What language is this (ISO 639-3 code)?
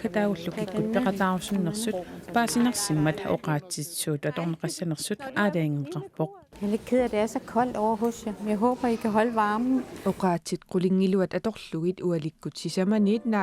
kal